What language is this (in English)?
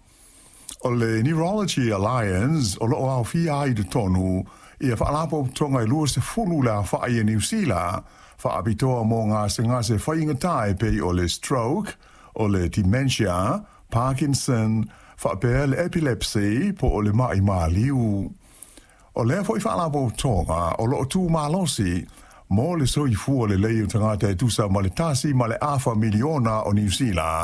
Samoan